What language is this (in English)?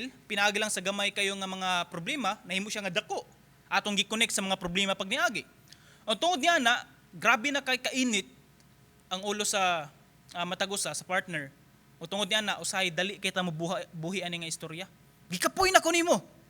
Cebuano